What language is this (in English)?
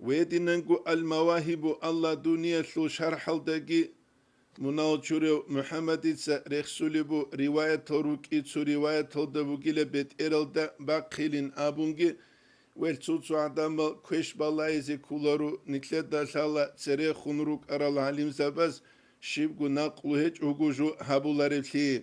Avaric